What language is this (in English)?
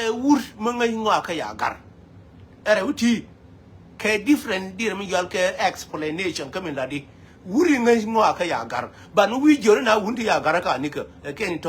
Nuer